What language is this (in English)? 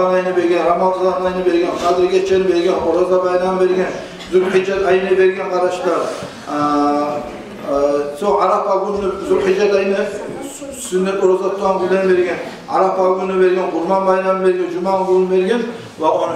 Kumyk